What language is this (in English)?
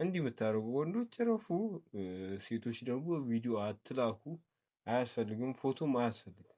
Amharic